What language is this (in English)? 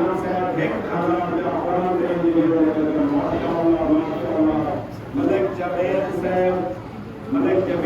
Saraiki